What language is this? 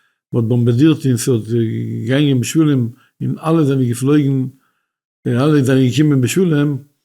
Yiddish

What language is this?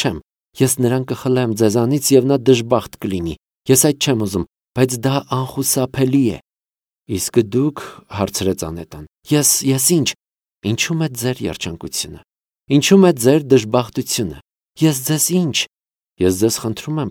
Armenian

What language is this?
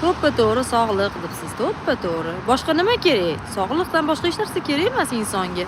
Uzbek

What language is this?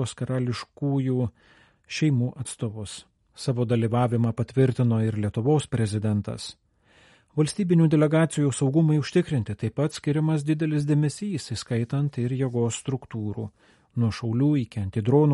Lithuanian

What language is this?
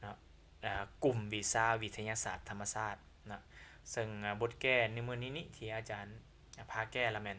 Lao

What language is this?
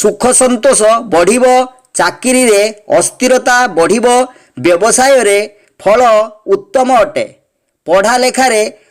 Odia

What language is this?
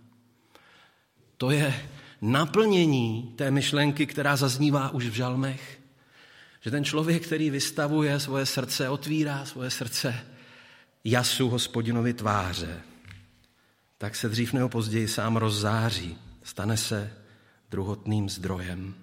Czech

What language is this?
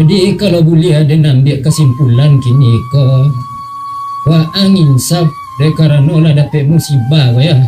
Minangkabau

